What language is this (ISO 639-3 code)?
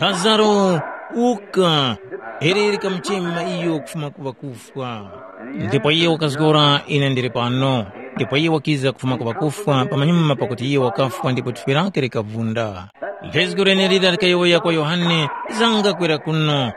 tum